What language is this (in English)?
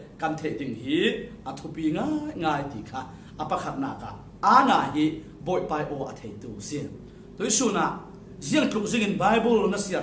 Falam Chin